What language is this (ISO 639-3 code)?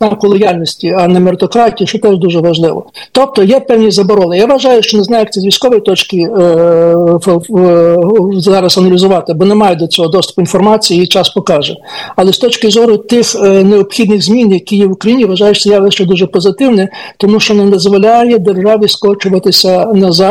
ukr